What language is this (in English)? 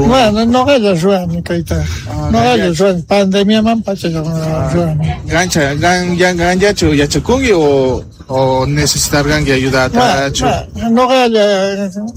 South Bolivian Quechua